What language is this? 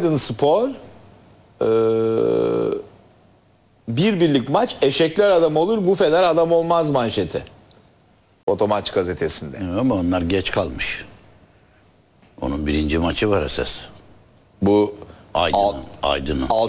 Turkish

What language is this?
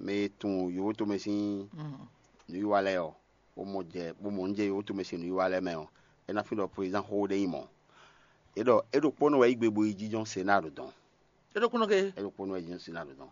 Fon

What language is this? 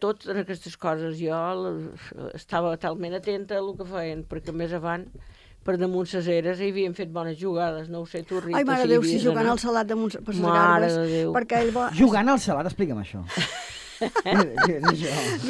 Catalan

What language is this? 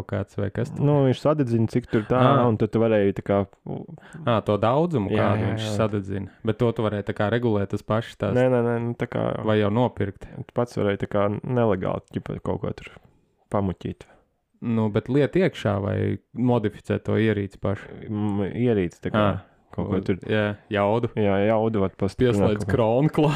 Latvian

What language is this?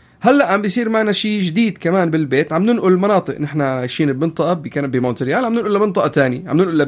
North Levantine Arabic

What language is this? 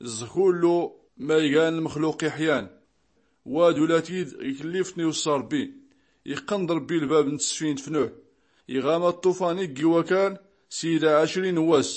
Tachelhit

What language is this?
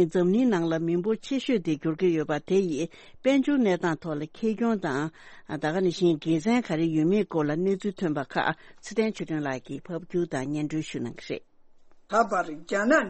Tibetan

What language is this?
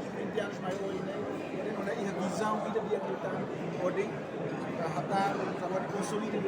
Tetum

